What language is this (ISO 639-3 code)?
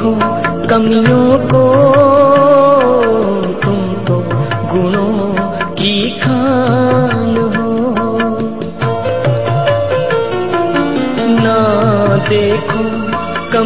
hin